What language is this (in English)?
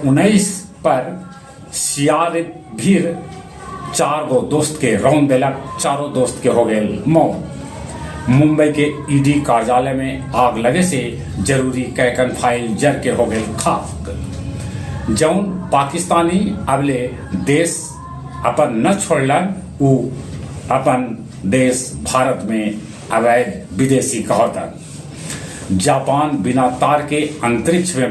Magahi